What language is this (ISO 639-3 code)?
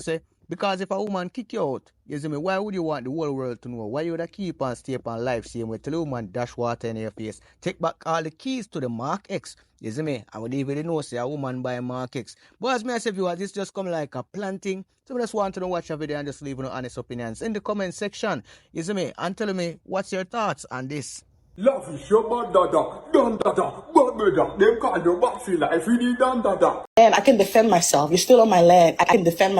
jam